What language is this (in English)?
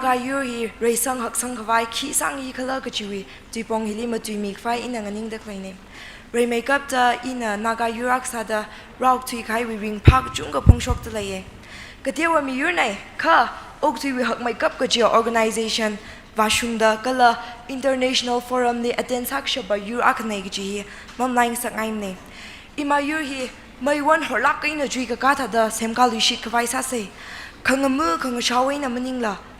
Tangkhul Naga (India)